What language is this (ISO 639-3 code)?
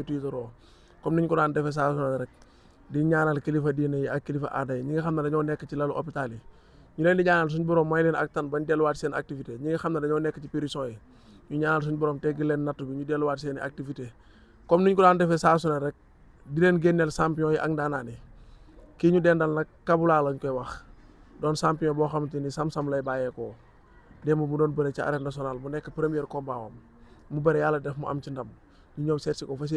wol